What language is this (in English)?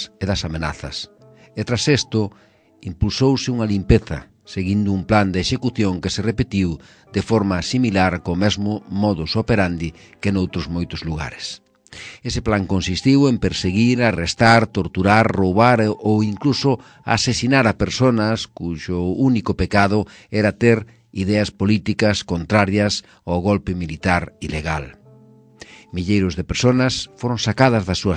Galician